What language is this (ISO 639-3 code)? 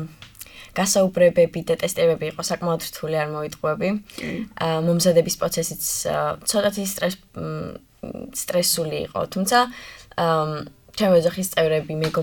kat